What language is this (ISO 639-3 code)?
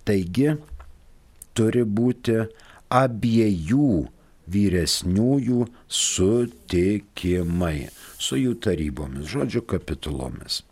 lit